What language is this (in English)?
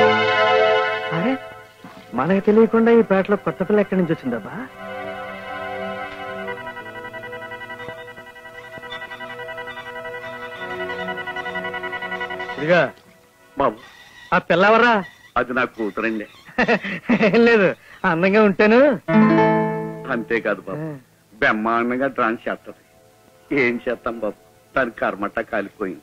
Telugu